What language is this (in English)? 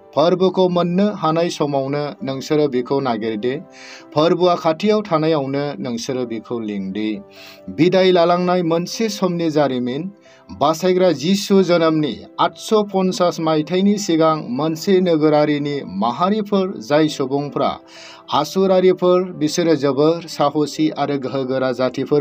Bodo